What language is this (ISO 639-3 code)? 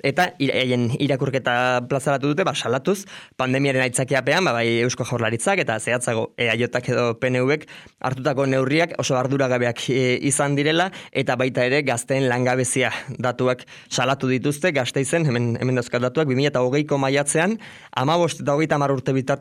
eus